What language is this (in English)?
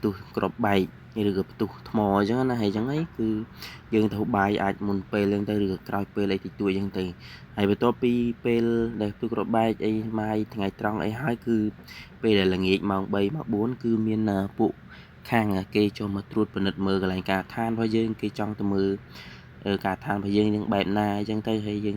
Khmer